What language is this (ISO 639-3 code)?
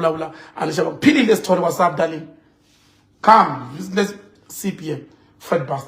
tso